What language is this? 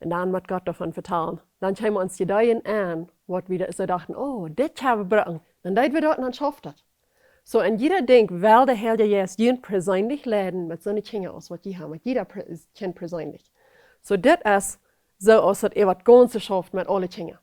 Plautdietsch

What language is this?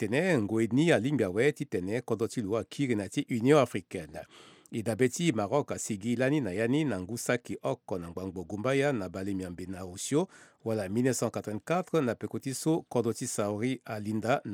Sango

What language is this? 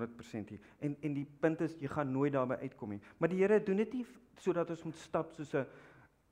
Afrikaans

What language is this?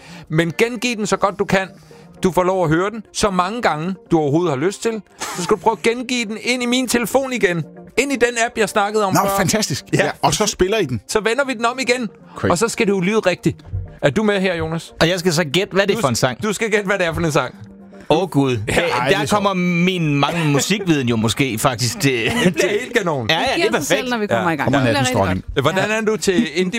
Danish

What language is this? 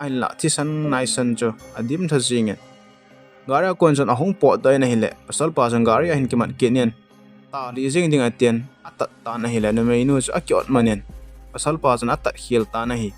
Thado Chin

